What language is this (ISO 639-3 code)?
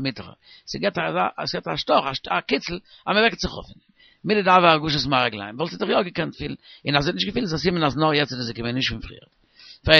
yid